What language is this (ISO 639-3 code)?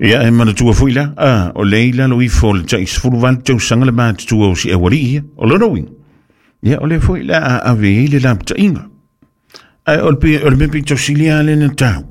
smo